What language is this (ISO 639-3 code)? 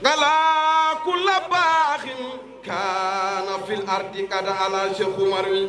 ful